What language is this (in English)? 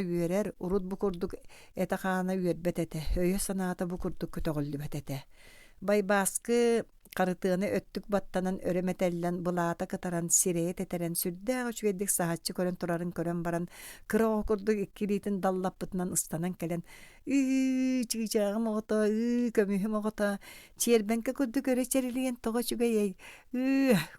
Yakut